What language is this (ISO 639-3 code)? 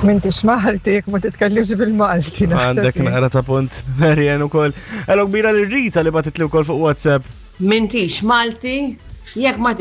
mlt